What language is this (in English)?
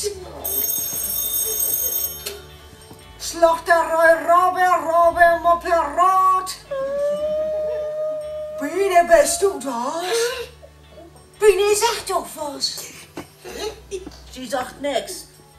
German